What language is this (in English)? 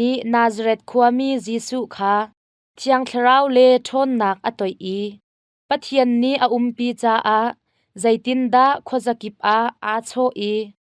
Hakha Chin